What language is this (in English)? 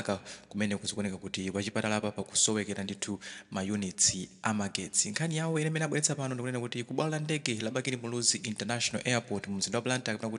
Nyanja